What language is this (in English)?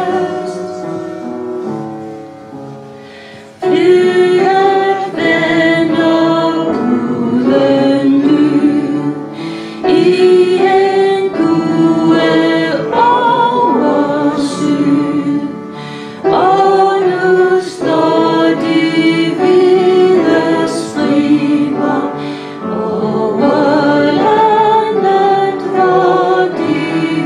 Danish